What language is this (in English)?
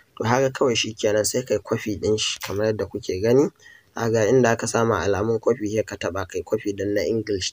Hausa